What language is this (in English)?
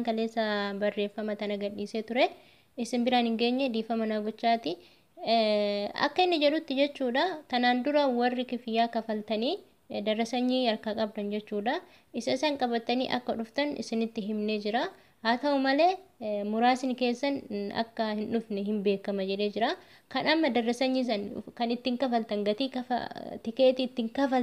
Oromo